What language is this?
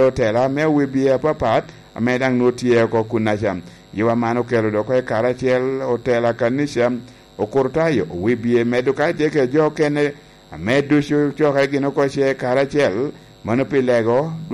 Lango (Uganda)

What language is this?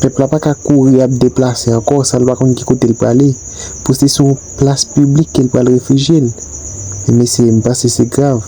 Haitian Creole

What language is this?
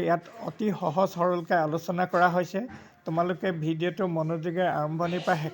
Assamese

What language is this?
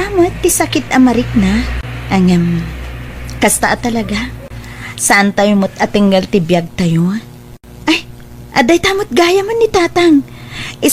Iloko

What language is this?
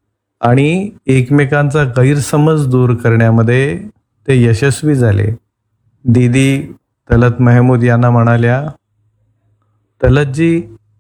Marathi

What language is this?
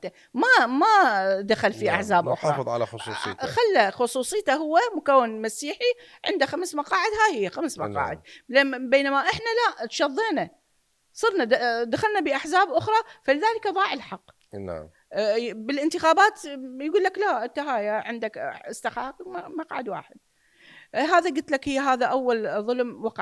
Mesopotamian Arabic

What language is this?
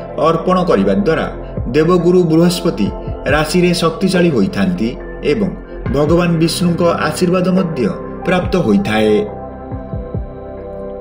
Odia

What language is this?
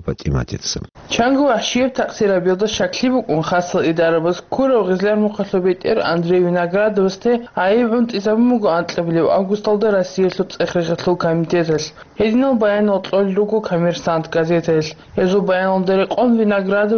Avaric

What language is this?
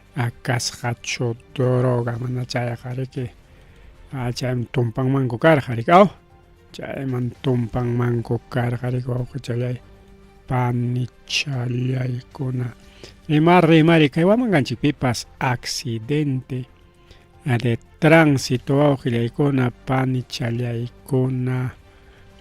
Ayacucho Quechua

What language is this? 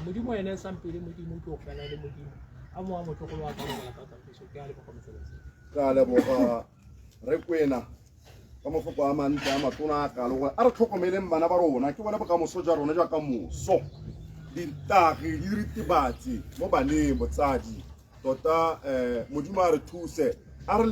Tswana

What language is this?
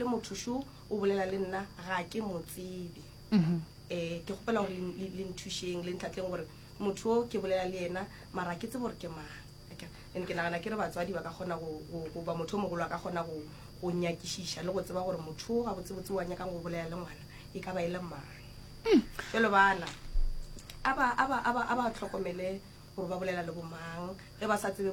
Northern Sotho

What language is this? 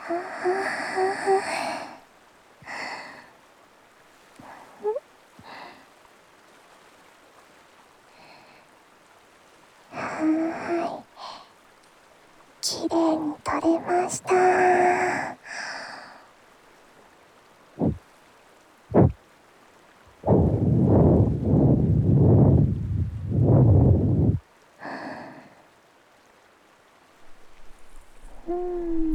Japanese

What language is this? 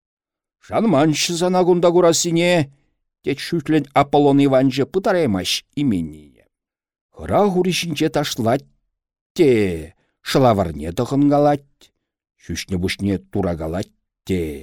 Chuvash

